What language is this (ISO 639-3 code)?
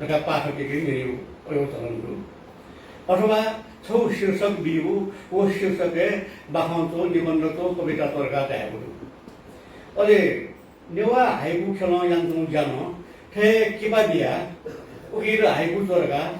new